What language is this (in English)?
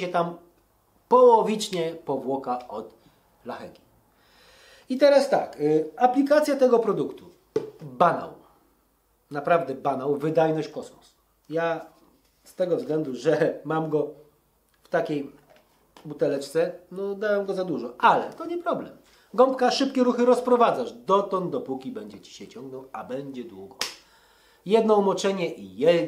Polish